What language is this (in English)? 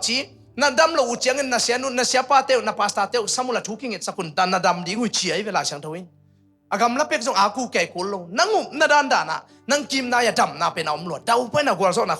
Tedim Chin